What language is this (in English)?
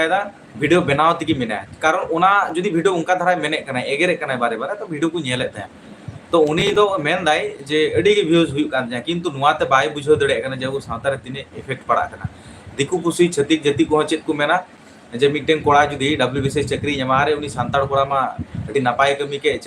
Santali